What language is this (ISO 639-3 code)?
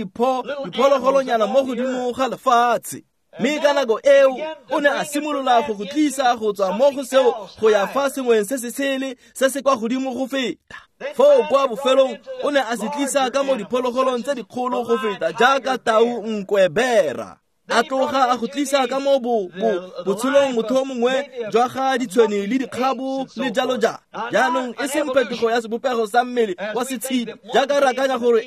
tsn